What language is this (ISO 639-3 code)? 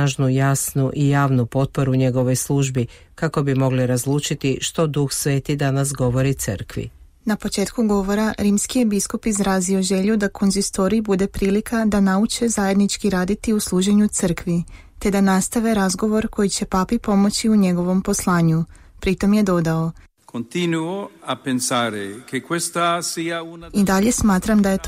hrv